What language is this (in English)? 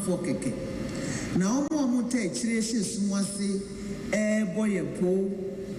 Akan